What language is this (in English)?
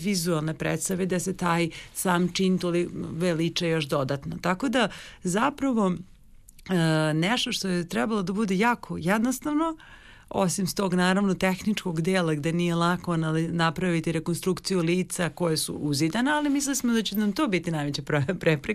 Serbian